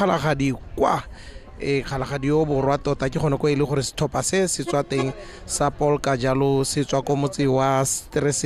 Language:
Tswana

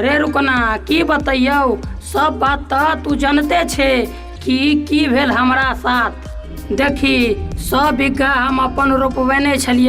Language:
Maithili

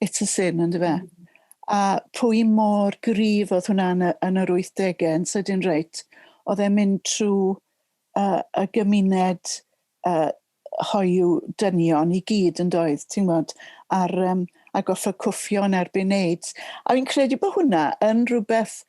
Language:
Welsh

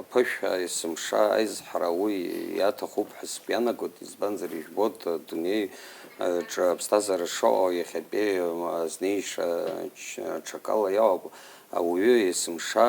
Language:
Abkhazian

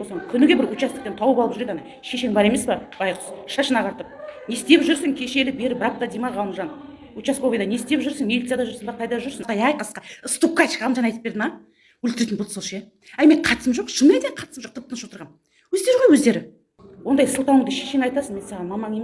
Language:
Kazakh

